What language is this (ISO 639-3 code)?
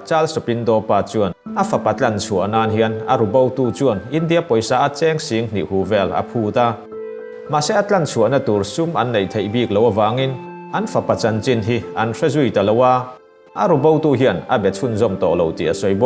lus